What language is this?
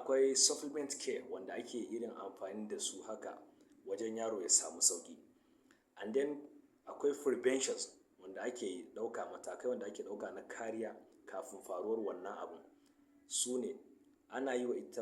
Hausa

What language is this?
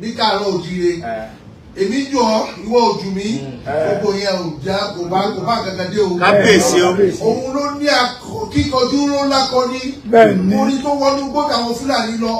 Yoruba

